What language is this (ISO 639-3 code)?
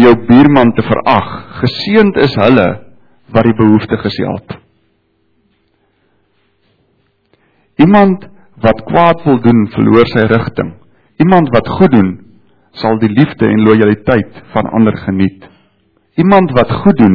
afr